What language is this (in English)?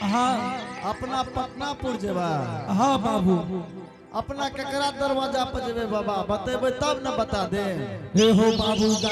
Angika